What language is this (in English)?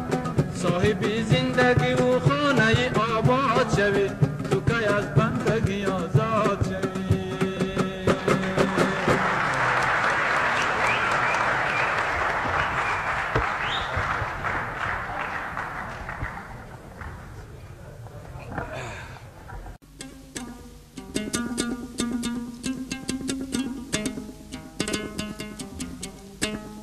Persian